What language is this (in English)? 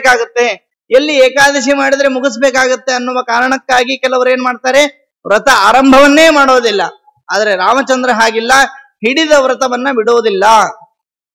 Kannada